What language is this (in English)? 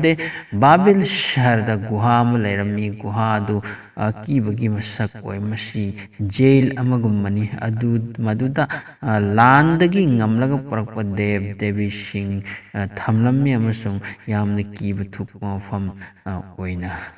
Manipuri